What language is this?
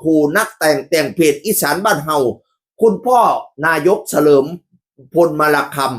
Northeastern Thai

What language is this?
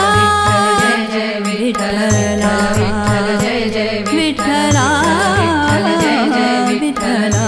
Marathi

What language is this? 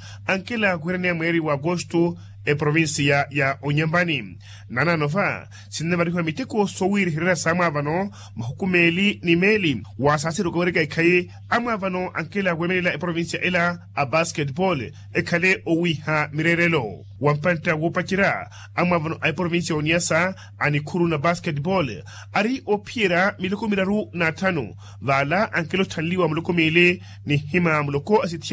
Makhuwa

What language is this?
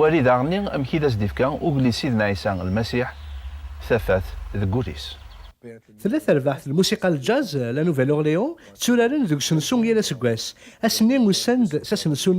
Kabyle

